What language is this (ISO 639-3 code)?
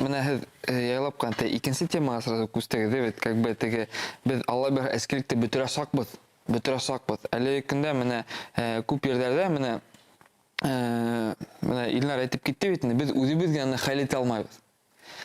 bak